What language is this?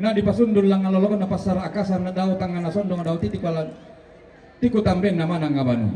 Toraja-Sa'dan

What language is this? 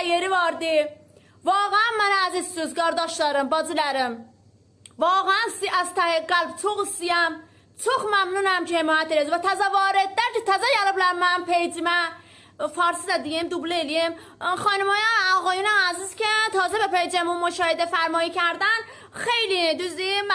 South Azerbaijani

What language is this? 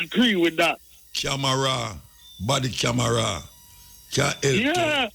Jamaican Creole English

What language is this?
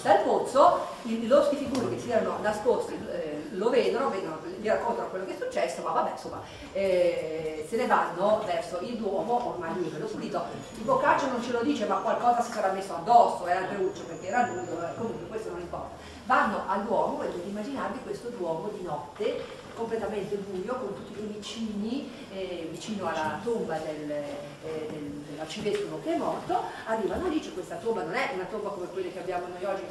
Italian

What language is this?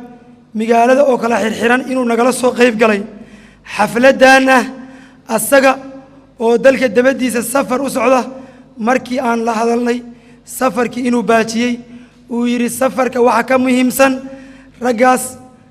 Somali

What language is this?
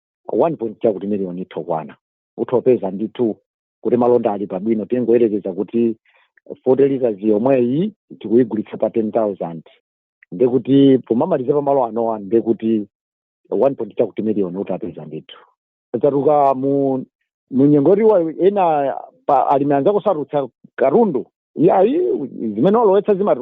Nyanja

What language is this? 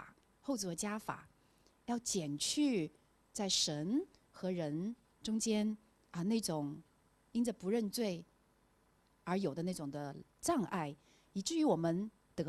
Chinese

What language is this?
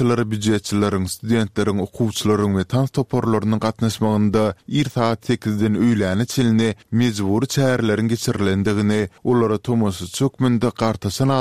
Turkmen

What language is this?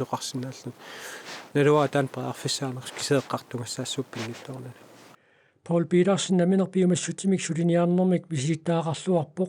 Kalaallisut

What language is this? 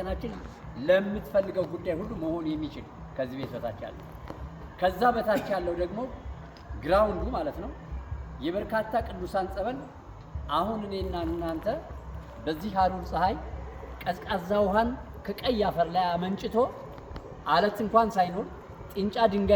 Amharic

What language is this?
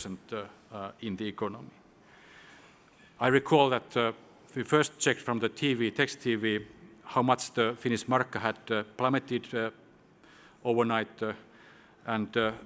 English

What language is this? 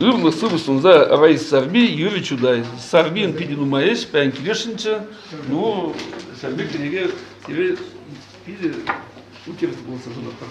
Chuvash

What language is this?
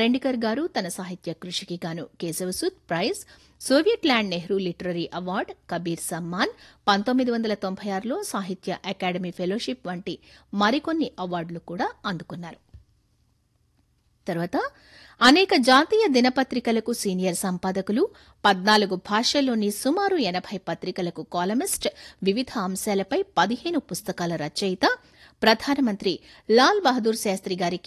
Telugu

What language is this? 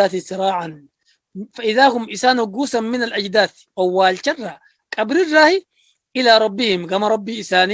Oromo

